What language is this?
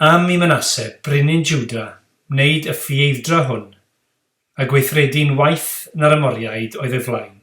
Welsh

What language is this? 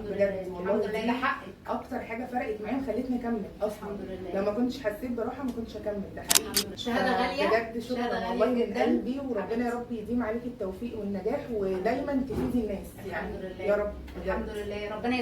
Egyptian Arabic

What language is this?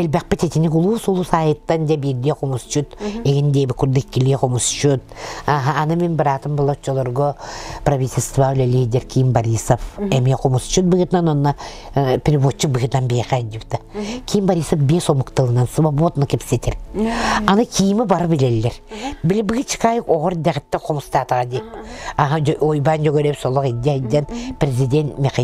Yakut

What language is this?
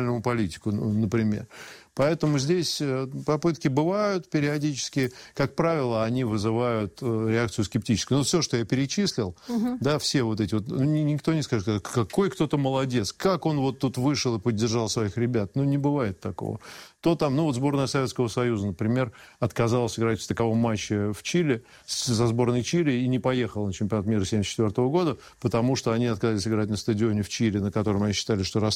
Russian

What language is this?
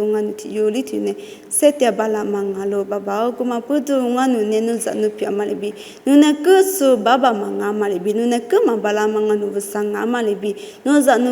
Lisu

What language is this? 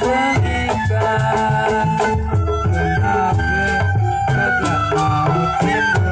Betawi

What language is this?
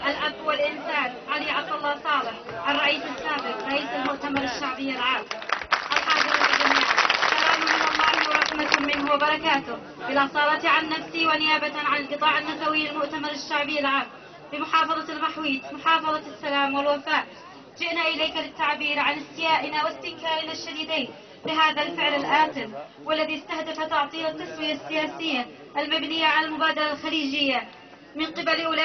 Arabic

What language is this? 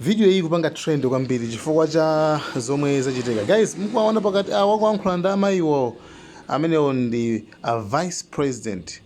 Nyanja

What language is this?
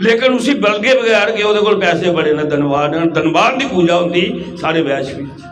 Dogri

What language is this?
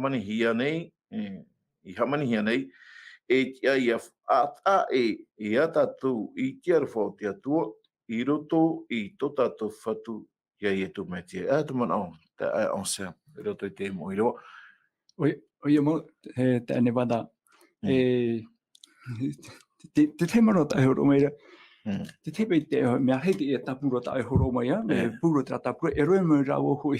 Tahitian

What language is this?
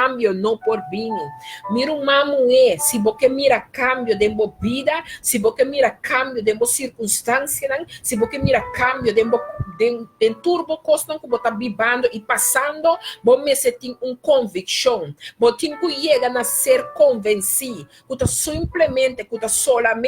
Papiamento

